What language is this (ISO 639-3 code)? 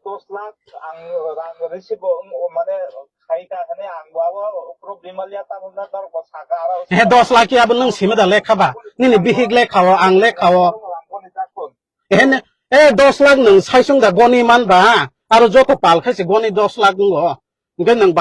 trp